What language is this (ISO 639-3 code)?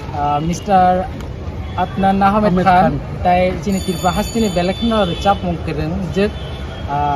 trp